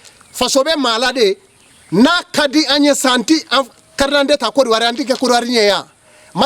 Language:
Bambara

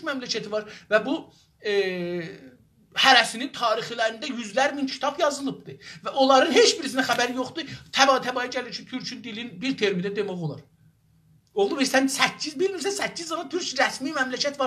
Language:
South Azerbaijani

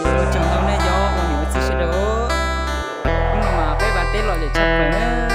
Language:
Hmong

